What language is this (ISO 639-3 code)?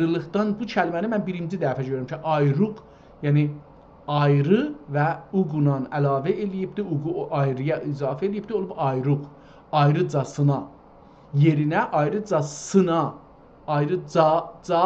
azb